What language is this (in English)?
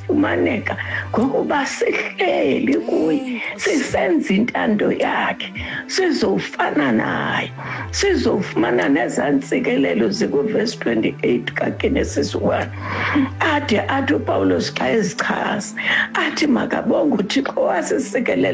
Xhosa